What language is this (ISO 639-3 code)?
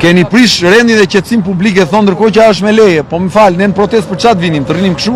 sqi